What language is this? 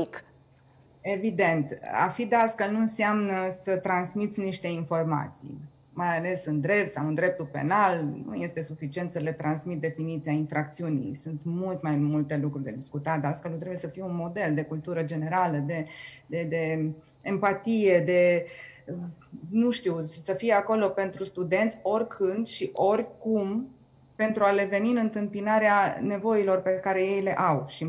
Romanian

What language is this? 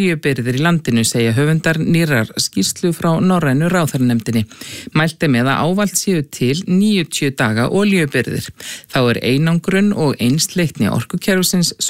Icelandic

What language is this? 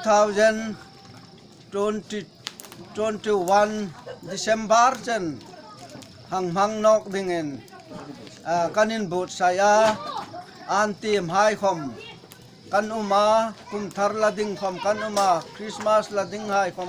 Hmar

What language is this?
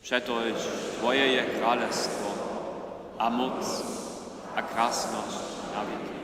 Upper Sorbian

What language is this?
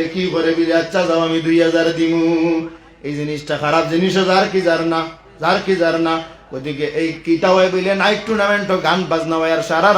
Sylheti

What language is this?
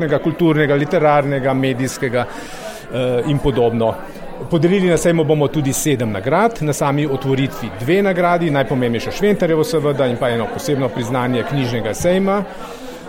Slovenian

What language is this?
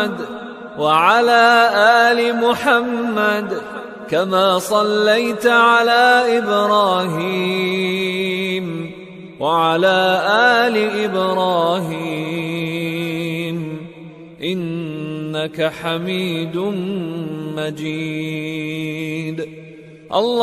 Arabic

